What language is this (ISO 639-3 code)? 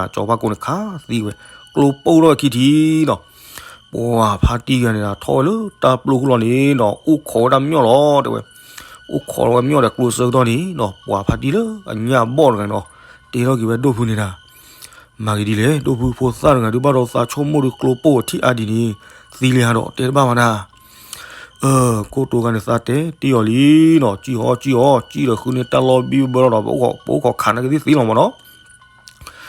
ksw